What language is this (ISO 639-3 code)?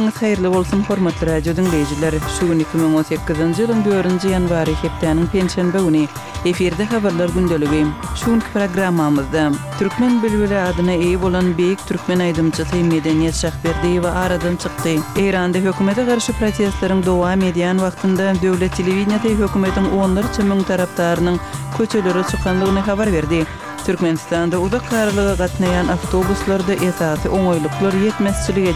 tuk